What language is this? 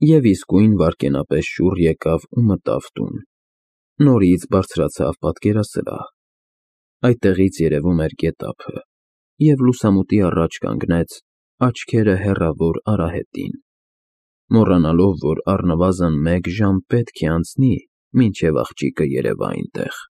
Armenian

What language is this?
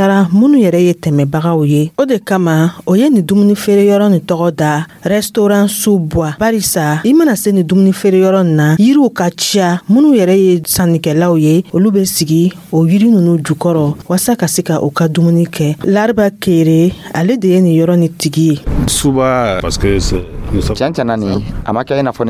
Dyula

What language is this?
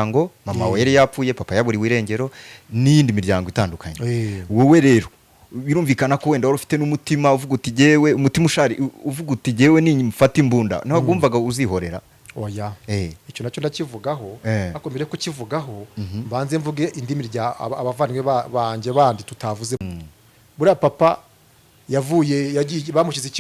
Kinyarwanda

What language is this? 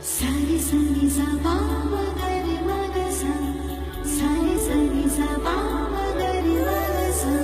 Shan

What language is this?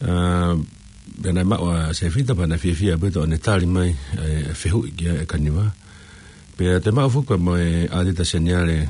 Tongan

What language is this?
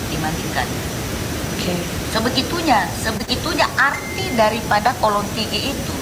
Indonesian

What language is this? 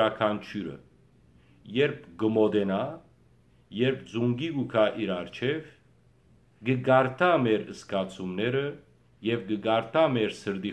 Western Armenian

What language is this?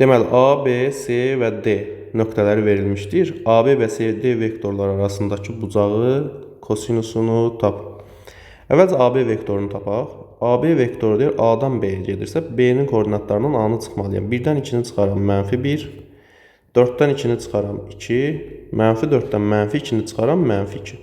Azerbaijani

